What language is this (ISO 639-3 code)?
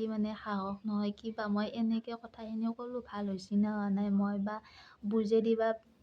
asm